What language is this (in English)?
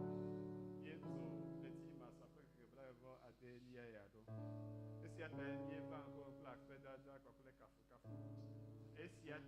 Ewe